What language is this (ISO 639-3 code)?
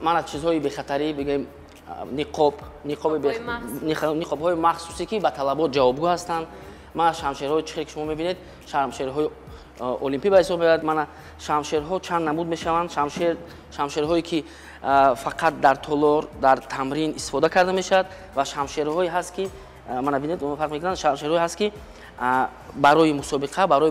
tgk